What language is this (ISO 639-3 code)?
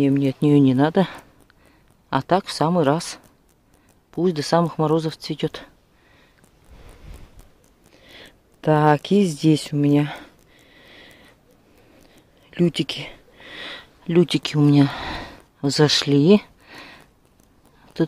rus